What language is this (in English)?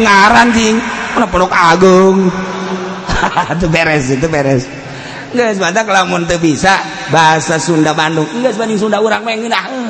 Sundanese